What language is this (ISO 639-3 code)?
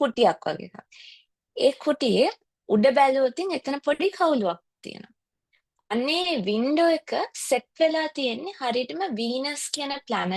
sin